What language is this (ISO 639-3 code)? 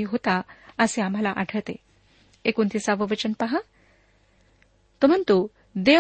mar